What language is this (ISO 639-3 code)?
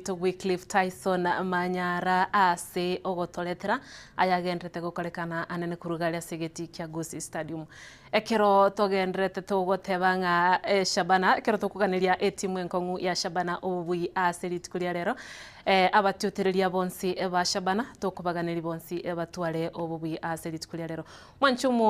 guz